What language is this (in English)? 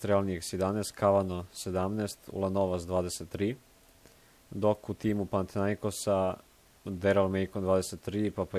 Serbian